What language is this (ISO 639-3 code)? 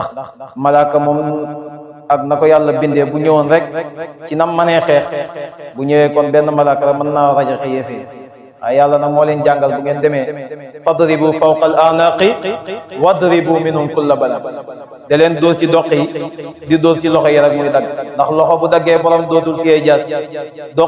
wol